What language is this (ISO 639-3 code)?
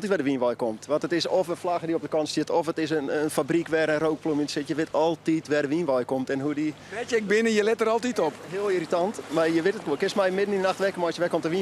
fry